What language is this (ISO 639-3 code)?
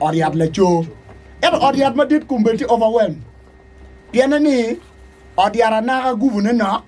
ach